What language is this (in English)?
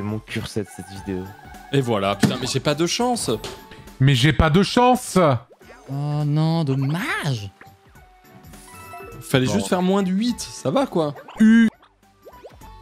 French